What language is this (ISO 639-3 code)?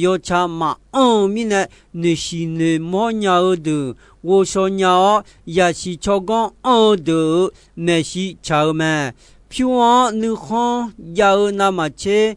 ahk